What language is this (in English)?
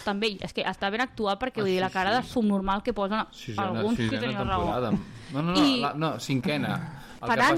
Catalan